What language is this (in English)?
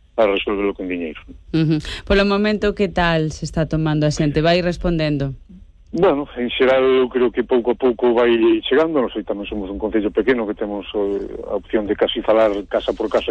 Galician